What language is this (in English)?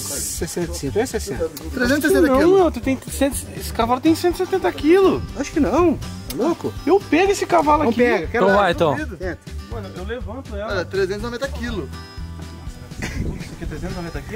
Portuguese